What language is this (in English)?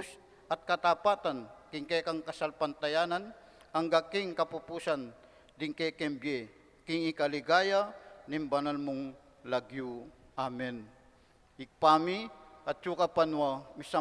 Pampanga